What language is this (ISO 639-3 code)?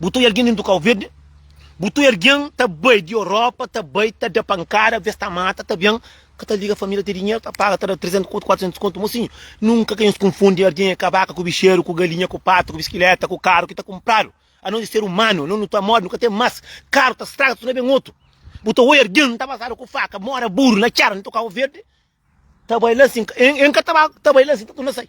kea